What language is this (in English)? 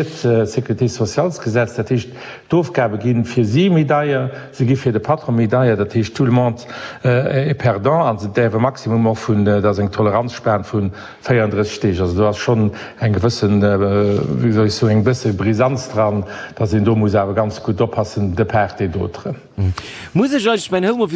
Luxembourgish